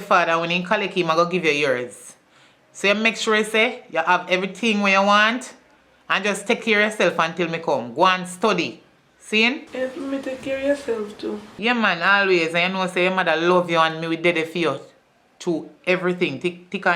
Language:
Jamaican Creole English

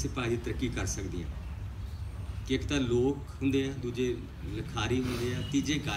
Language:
Punjabi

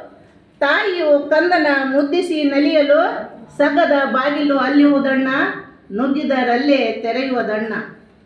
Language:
Kannada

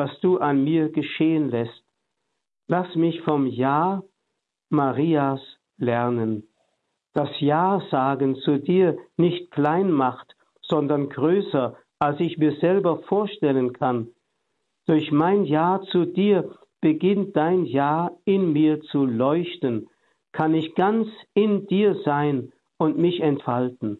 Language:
German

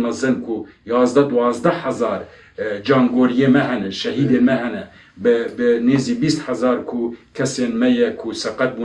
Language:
Kurdish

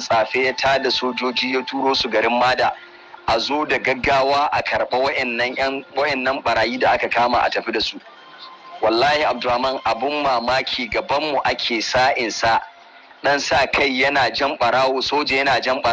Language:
Hausa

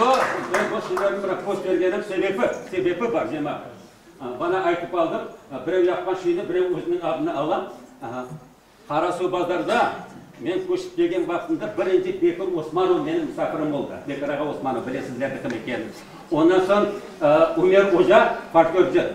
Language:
Crimean Tatar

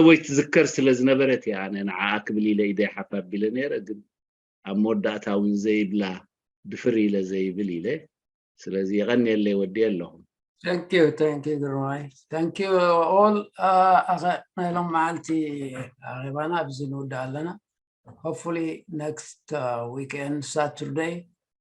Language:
Tigrinya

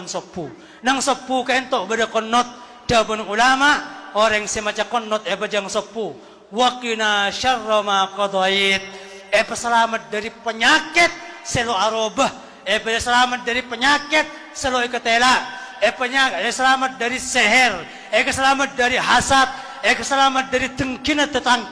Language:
Madurese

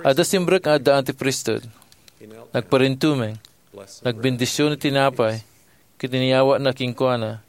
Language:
Iloko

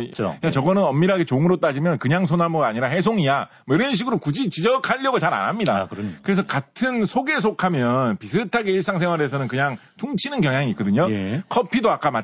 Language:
Korean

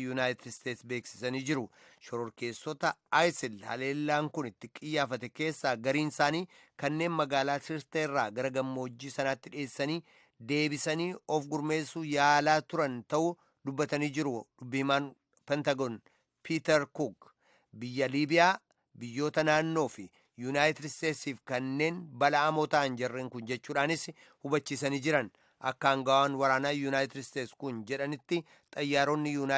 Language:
Oromo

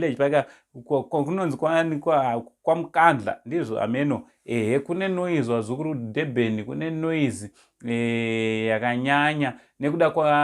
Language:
Shona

